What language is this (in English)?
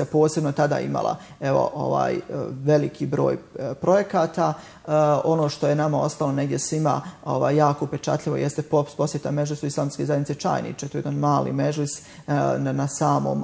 Bosnian